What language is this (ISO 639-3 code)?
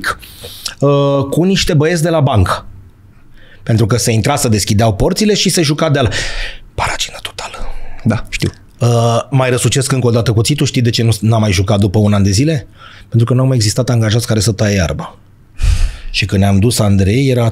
ron